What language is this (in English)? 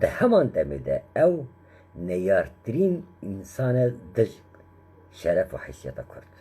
Kurdish